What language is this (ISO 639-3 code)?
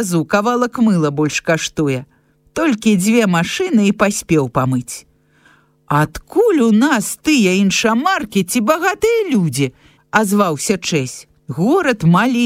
bel